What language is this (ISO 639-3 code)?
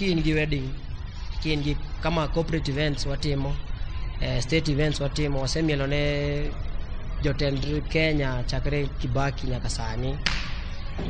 luo